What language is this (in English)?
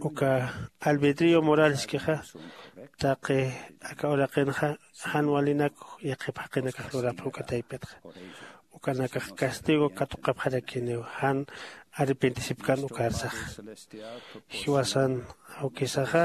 Aymara